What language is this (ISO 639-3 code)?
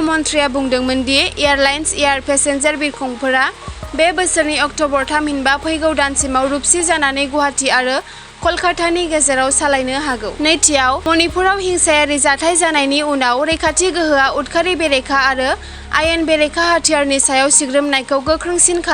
brx